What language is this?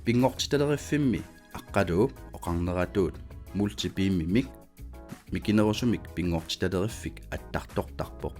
Kalaallisut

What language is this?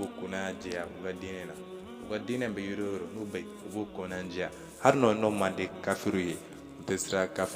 Bambara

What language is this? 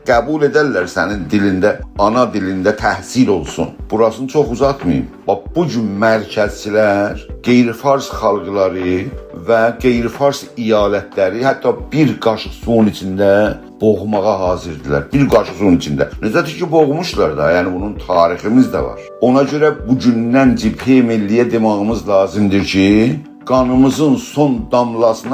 South Azerbaijani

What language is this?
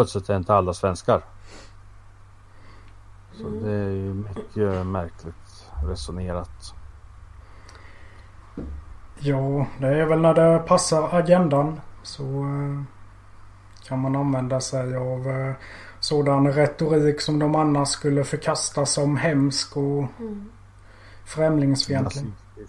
Swedish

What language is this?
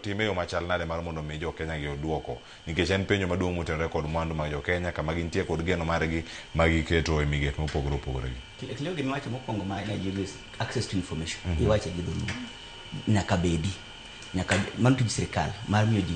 Luo (Kenya and Tanzania)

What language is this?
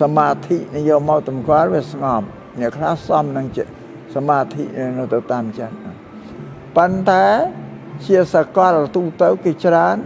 Khmer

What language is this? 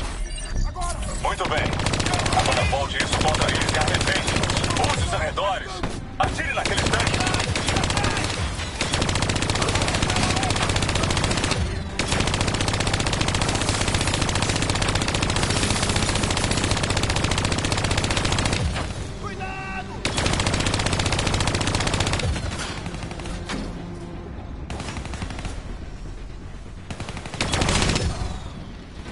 Portuguese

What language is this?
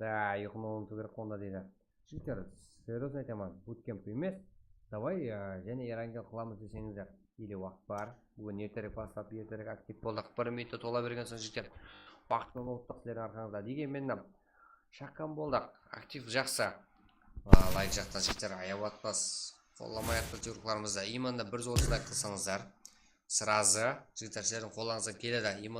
Kara-Kalpak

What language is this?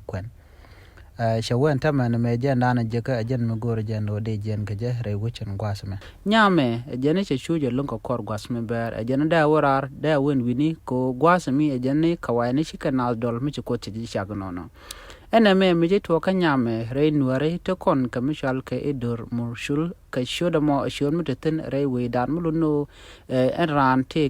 Nuer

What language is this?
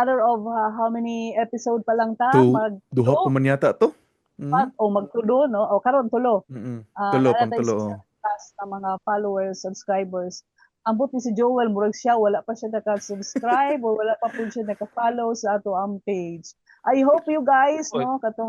Cebuano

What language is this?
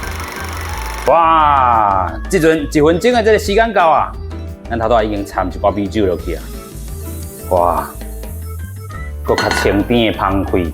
Min Nan Chinese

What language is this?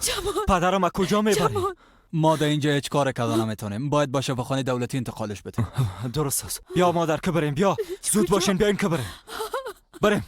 Persian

